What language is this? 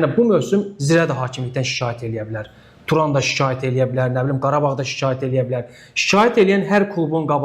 Azerbaijani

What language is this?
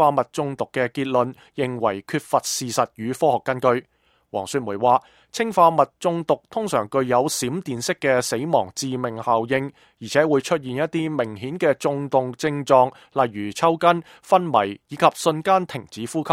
Cantonese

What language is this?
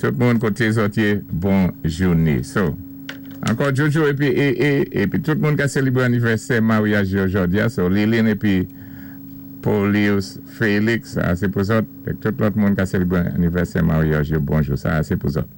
Saint Lucian Creole French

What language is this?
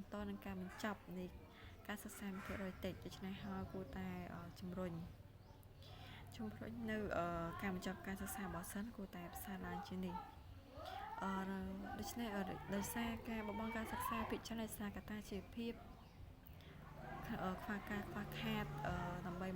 Khmer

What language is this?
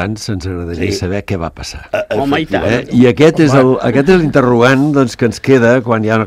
Catalan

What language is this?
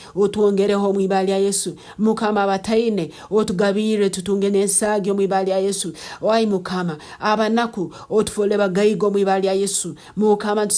Nyankole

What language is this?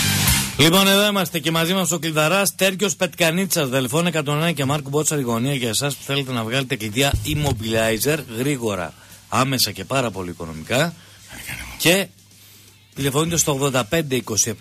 Greek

